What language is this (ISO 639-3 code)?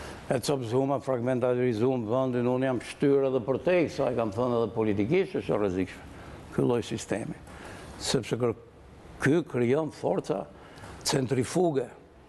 sqi